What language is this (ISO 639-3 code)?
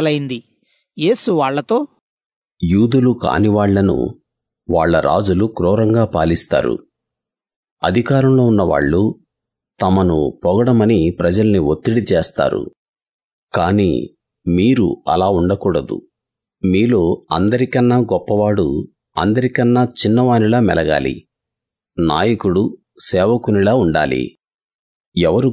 tel